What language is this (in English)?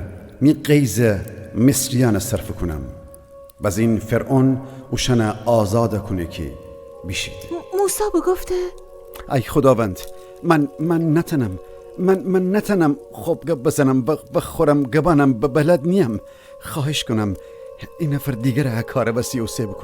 Gilaki